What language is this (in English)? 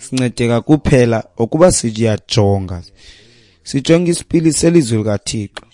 Xhosa